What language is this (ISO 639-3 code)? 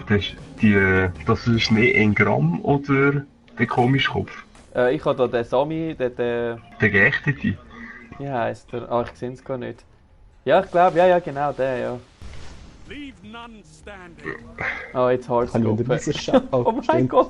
gsw